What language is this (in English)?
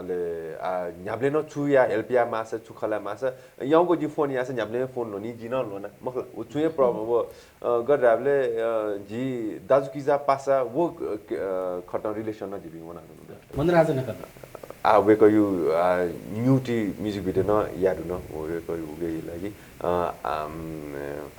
Newari